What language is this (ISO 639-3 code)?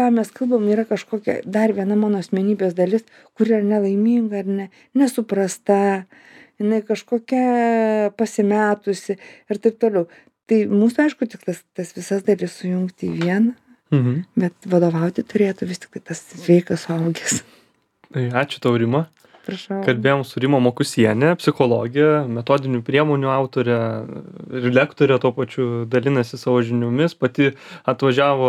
lit